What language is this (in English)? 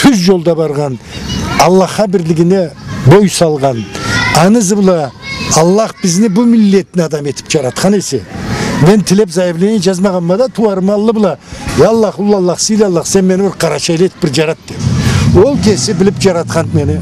Karachay-Balkar